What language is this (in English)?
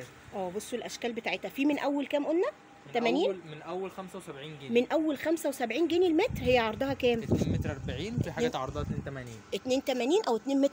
Egyptian Arabic